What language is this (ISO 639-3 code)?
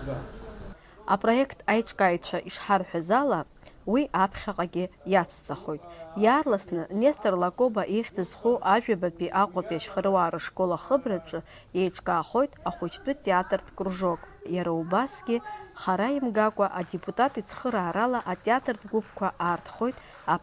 abk